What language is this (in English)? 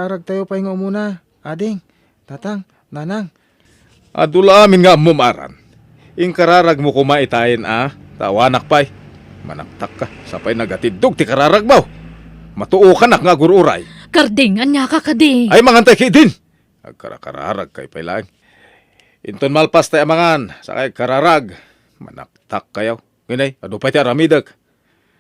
Iloko